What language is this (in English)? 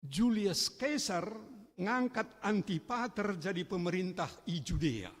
Batak Karo